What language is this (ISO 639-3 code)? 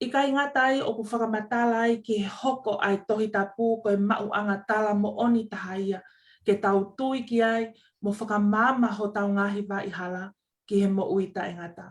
ton